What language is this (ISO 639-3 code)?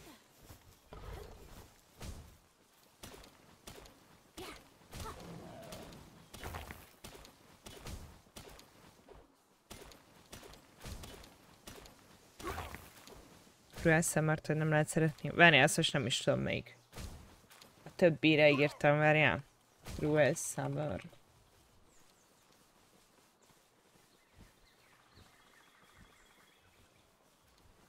hun